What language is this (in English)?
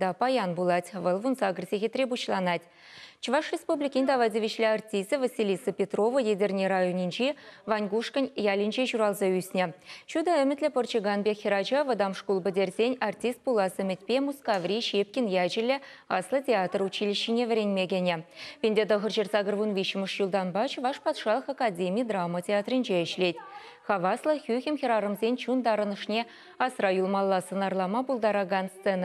Chuvash